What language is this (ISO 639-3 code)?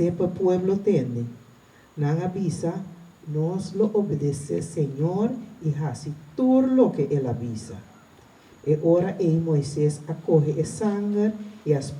pap